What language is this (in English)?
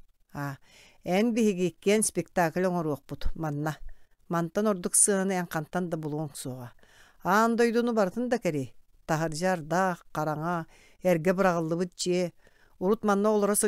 Yakut